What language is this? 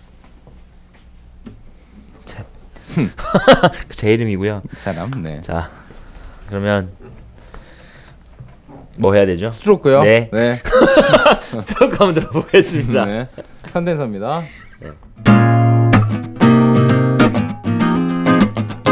Korean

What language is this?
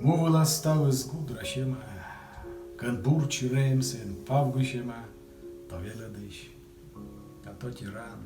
Komi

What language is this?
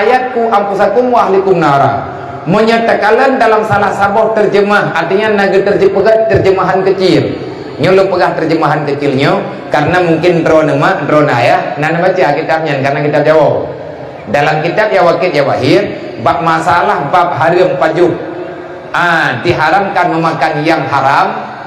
Achinese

